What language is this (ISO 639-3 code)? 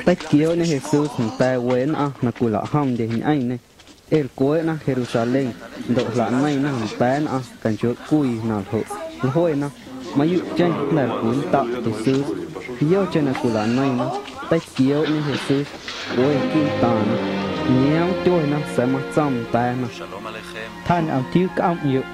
amu